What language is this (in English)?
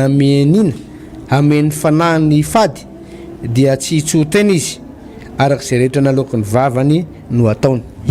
Malagasy